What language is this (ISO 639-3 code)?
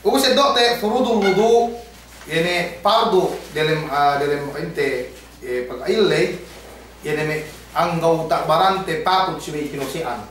yka